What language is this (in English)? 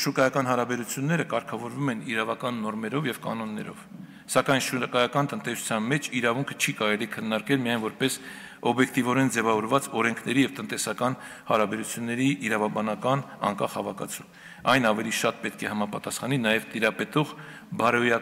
Armenian